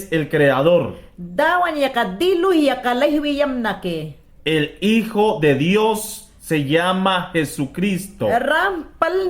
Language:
Mayangna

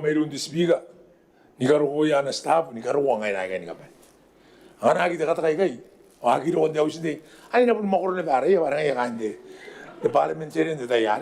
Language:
Gilbertese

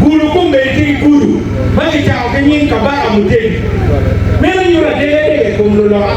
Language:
Acoli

